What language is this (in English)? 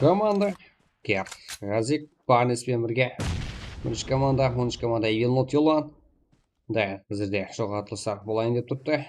Kara-Kalpak